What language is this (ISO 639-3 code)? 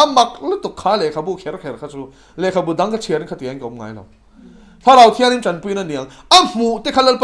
lus